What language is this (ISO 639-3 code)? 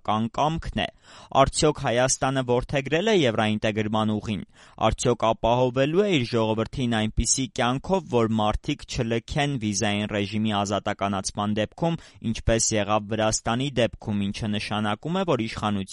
hye